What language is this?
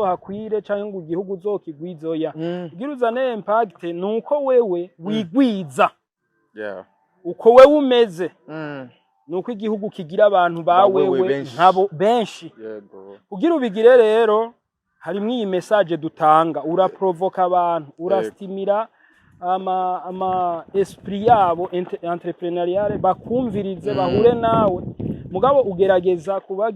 Rundi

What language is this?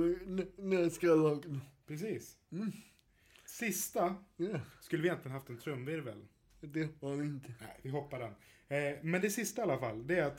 Swedish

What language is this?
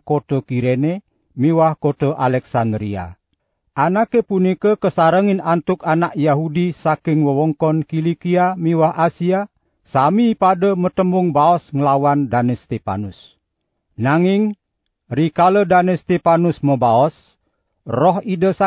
Balinese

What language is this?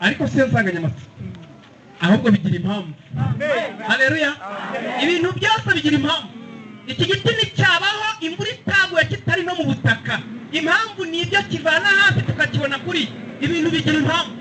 Kinyarwanda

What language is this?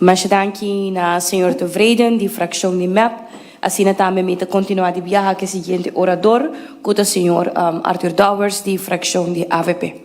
Papiamento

